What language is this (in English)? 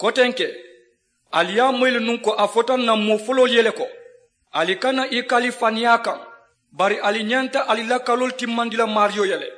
Mandingo